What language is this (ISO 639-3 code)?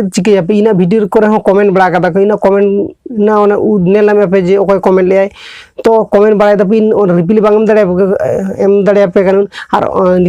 sat